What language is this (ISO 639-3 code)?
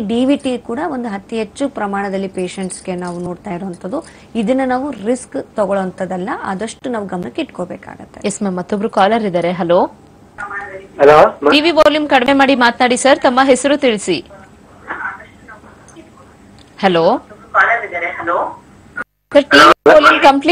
kan